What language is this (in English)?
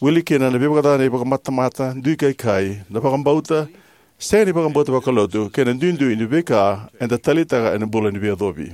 Fijian